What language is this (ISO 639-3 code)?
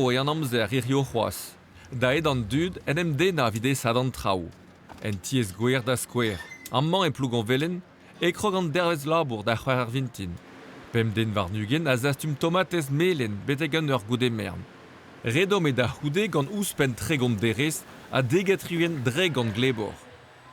bre